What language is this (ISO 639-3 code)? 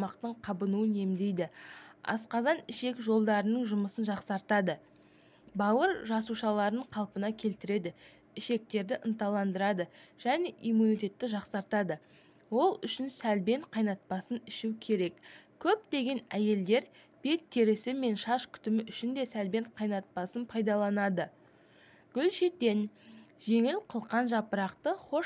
kaz